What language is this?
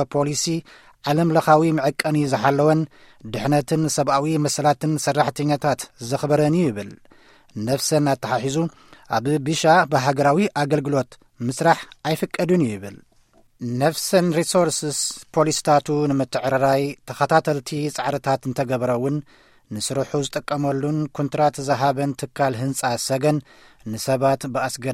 Tigrinya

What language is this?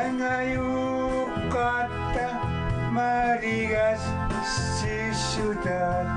Kalaallisut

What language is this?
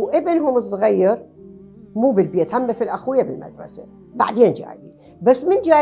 Mesopotamian Arabic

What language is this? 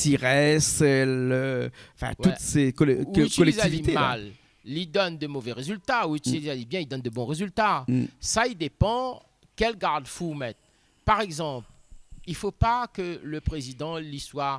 Réunion Creole French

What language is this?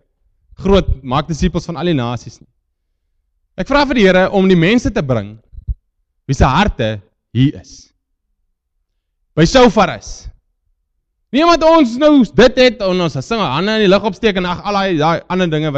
Afrikaans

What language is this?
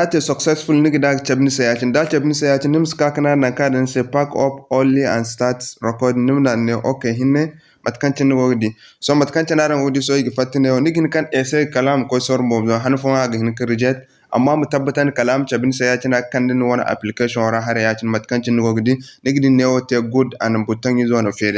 Zarma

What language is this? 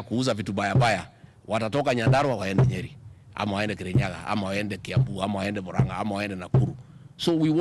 Meru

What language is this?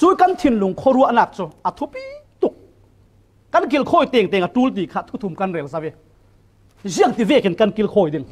Falam Chin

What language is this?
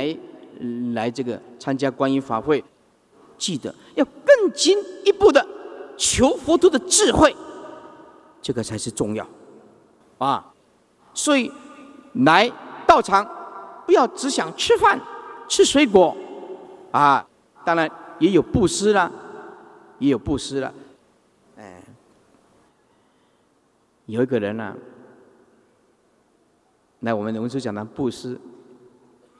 Chinese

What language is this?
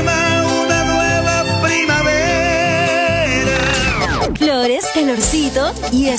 Spanish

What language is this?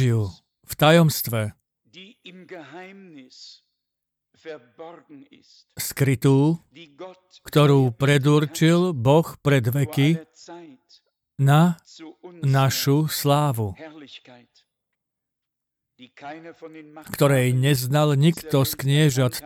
Slovak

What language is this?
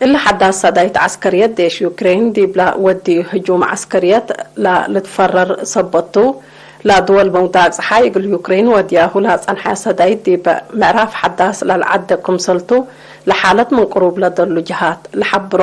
Tigre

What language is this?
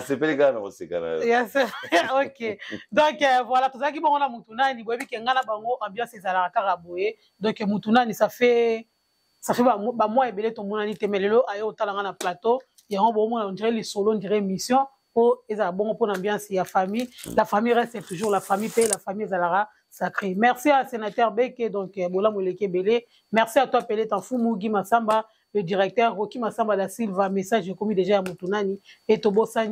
Lingala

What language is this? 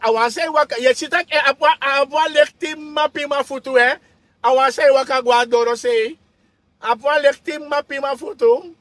Sranan Tongo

